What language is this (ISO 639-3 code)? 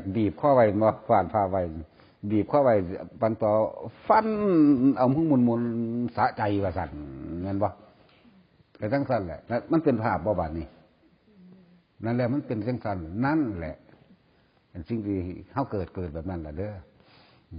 tts